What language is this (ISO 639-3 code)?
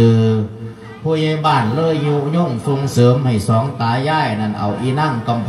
lao